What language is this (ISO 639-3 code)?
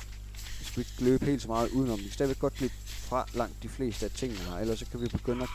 dan